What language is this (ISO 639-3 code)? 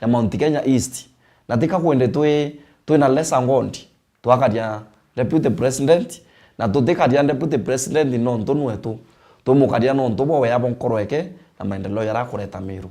mer